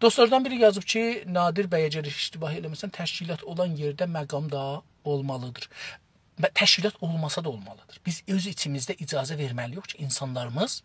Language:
South Azerbaijani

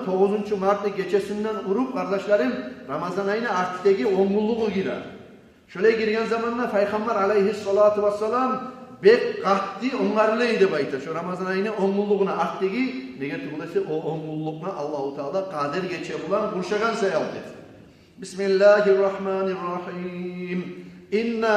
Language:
Kumyk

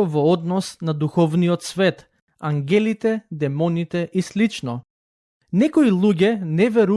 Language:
Macedonian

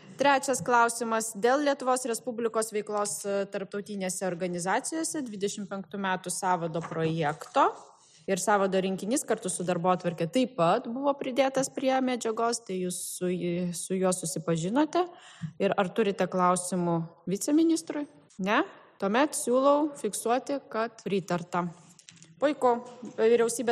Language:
Lithuanian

